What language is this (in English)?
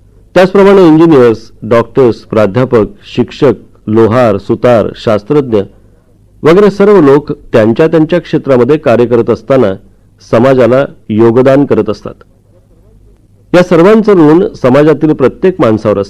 Marathi